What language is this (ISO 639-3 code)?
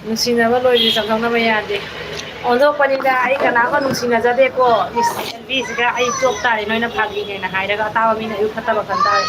mni